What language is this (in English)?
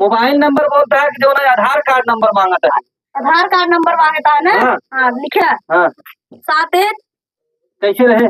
Awadhi